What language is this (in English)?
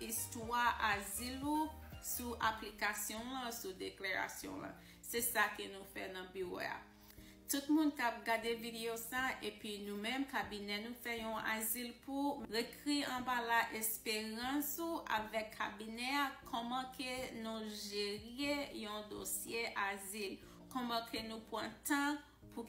Haitian Creole